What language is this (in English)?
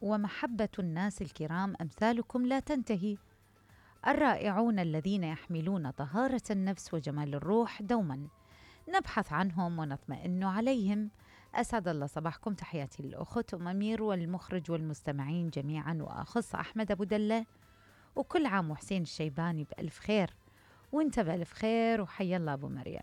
Mesopotamian Arabic